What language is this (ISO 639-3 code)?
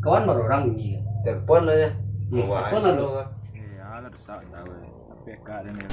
min